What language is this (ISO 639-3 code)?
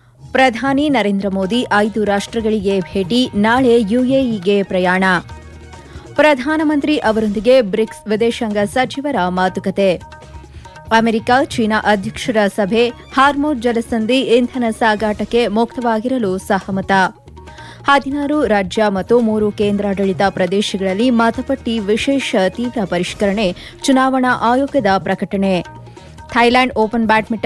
kan